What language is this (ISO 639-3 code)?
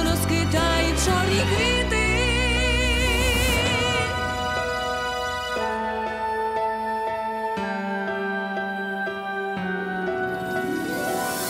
ukr